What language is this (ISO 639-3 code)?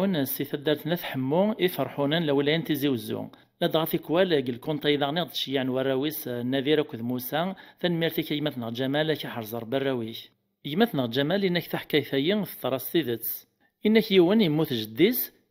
kab